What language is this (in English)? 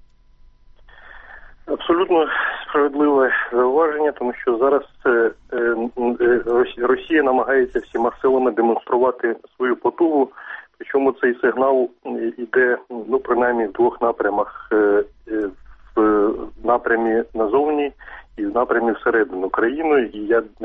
Ukrainian